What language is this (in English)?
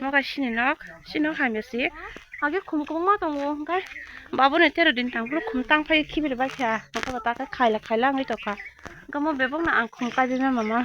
Kok Borok